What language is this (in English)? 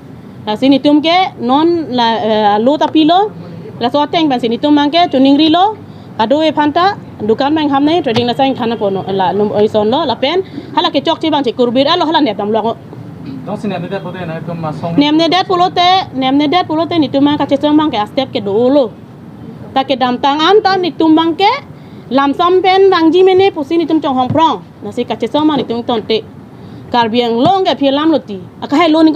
Karbi